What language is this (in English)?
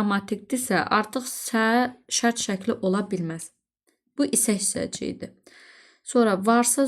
Azerbaijani